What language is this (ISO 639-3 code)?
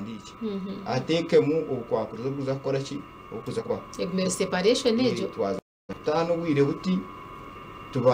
nyn